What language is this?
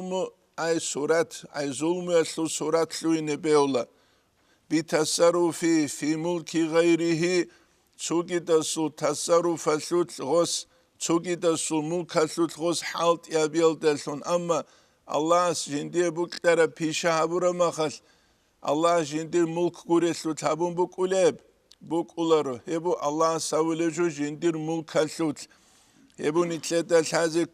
Avaric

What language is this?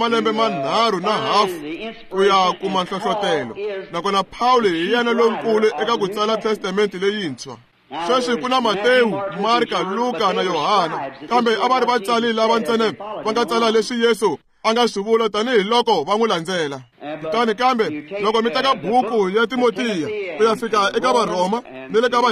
Tsonga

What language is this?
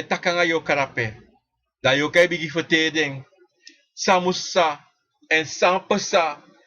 Sranan Tongo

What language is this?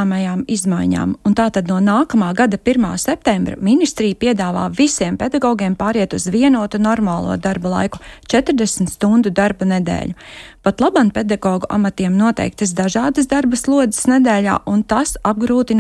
Latvian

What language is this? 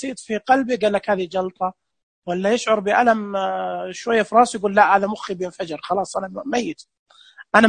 Najdi Arabic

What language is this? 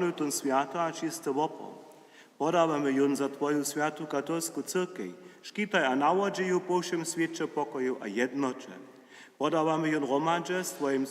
Upper Sorbian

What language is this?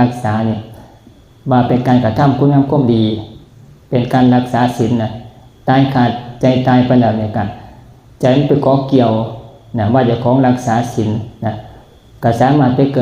Northeastern Thai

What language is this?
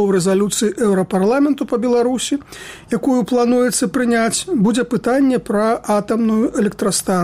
Belarusian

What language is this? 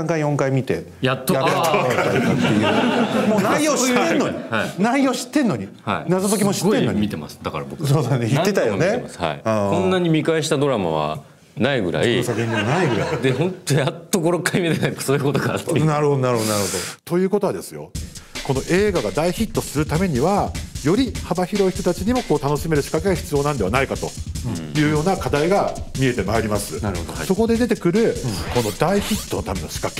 Japanese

